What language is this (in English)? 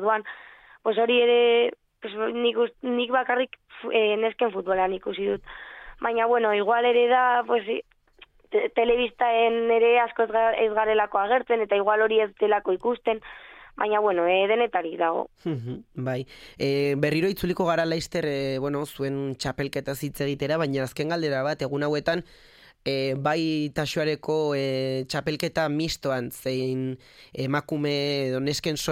Basque